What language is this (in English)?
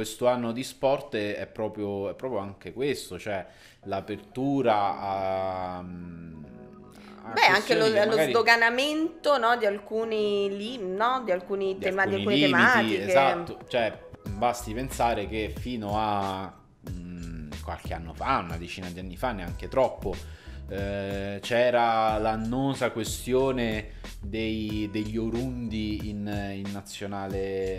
Italian